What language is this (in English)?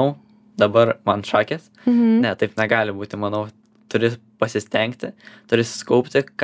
Lithuanian